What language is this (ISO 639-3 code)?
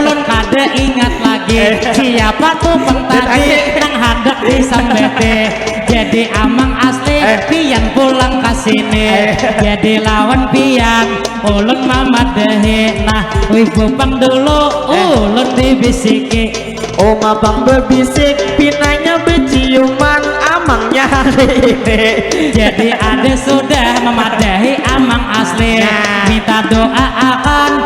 bjn